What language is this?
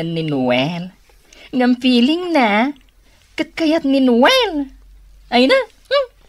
Iloko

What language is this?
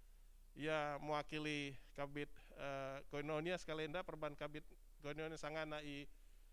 Batak Karo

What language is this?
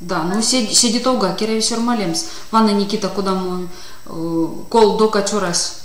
Erzya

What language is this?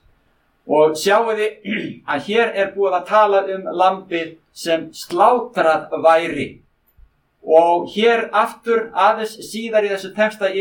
Icelandic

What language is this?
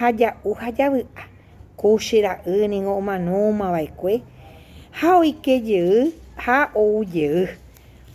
Guarani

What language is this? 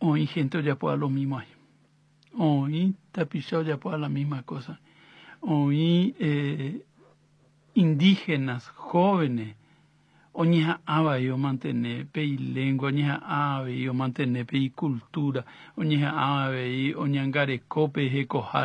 Guarani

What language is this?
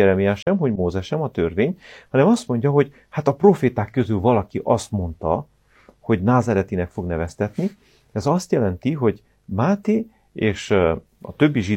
Hungarian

